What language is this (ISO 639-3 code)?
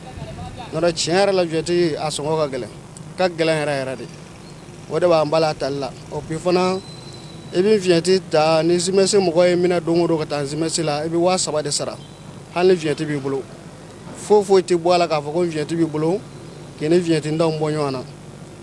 bam